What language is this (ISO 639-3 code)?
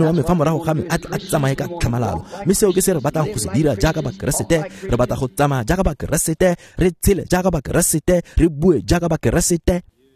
tsn